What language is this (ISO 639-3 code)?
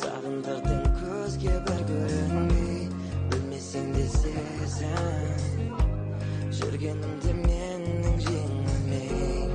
kaa